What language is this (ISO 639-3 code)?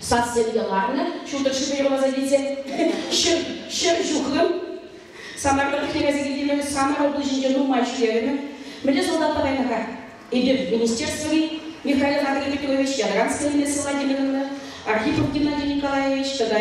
chv